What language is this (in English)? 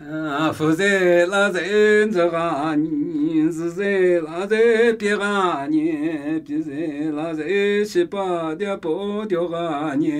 Namuyi